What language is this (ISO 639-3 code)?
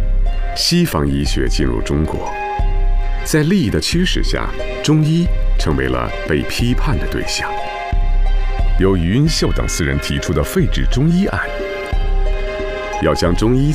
zho